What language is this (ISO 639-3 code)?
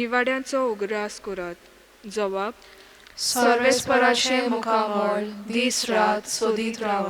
kok